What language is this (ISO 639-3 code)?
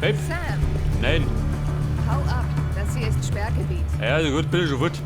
bar